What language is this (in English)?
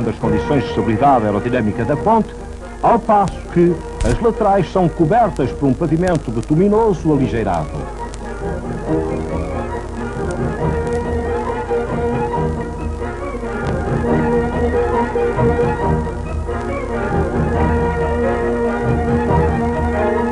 Portuguese